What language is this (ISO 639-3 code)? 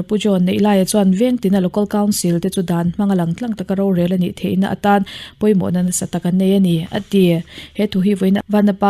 lus